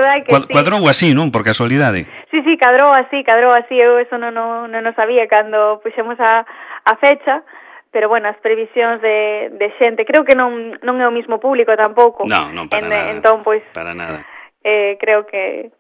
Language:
Galician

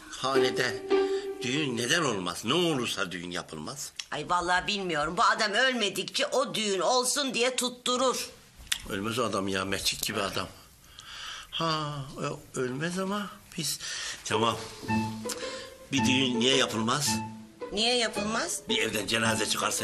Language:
Turkish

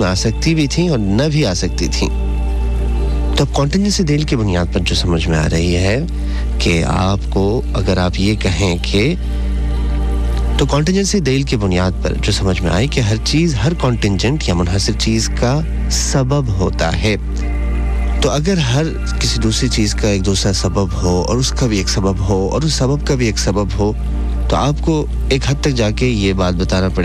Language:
Urdu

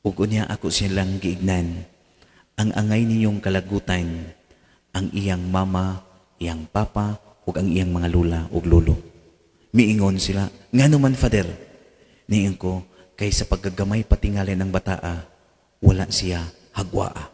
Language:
Cebuano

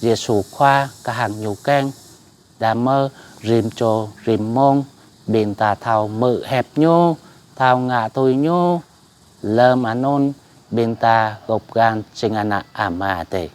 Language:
Jarai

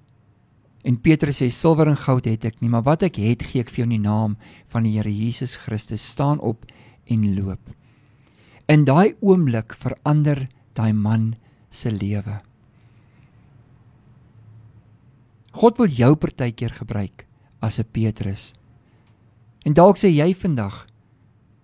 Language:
Afrikaans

